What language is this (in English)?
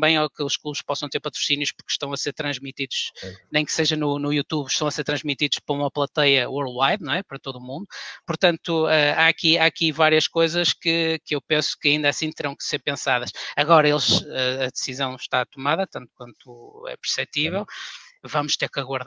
Portuguese